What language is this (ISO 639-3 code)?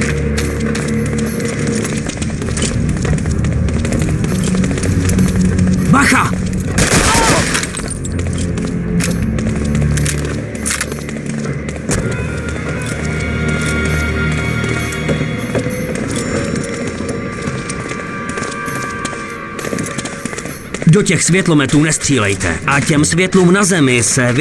ces